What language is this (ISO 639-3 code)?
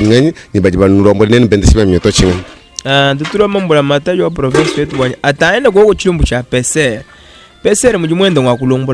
lua